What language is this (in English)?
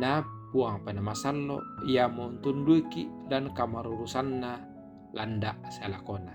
Toraja-Sa'dan